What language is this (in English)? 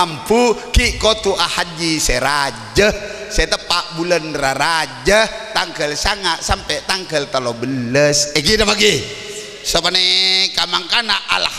Madurese